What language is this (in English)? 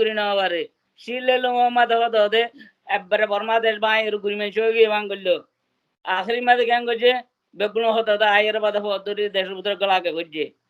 Rohingya